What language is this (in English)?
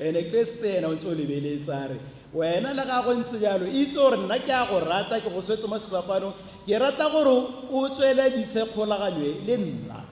Tswana